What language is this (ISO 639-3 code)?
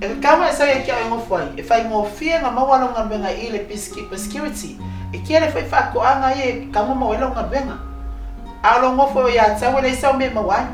smo